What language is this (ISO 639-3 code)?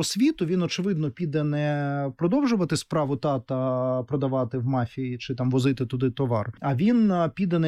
ukr